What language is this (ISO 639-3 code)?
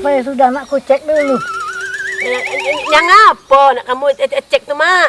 mui